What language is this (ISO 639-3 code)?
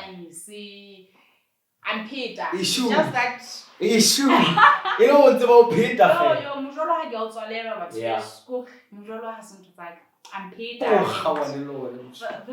sot